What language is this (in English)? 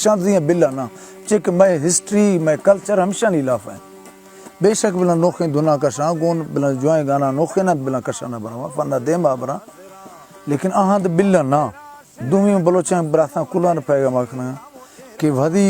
Baluchi